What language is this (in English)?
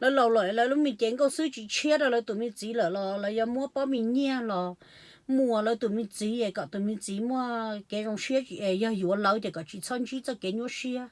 Hmong